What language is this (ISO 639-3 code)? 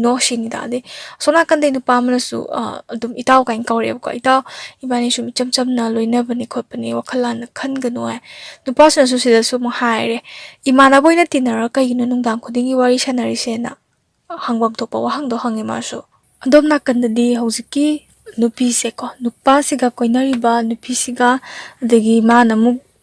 mni